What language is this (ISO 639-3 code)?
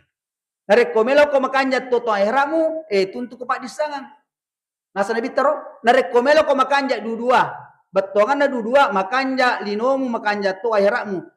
bug